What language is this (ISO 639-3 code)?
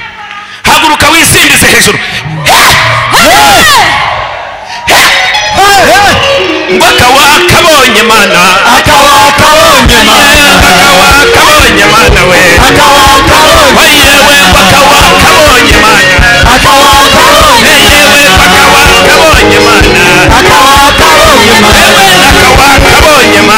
kin